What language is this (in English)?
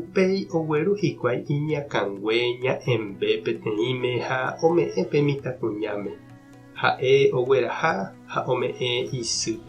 Guarani